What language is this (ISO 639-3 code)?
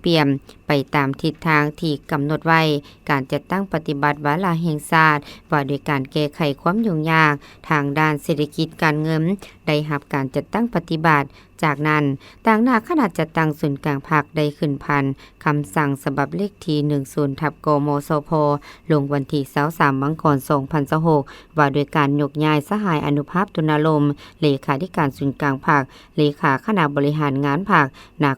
lao